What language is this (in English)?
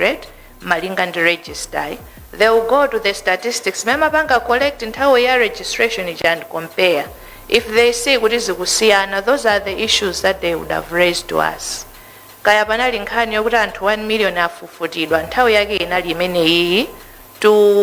Nyanja